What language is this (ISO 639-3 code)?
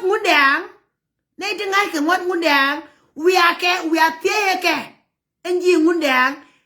nus